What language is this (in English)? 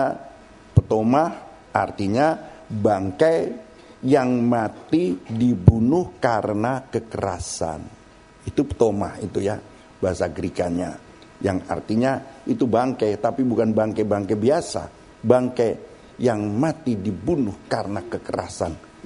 Indonesian